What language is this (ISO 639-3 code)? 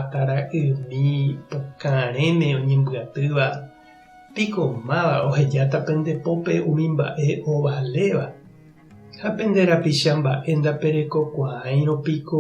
grn